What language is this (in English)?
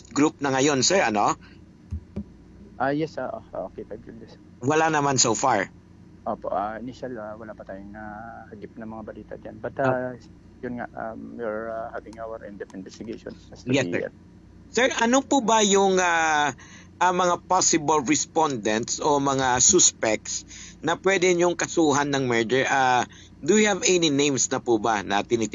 Filipino